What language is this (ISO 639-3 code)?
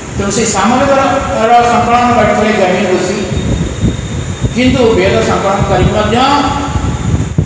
ori